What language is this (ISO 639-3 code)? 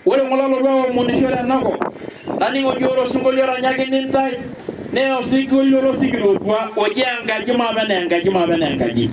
mas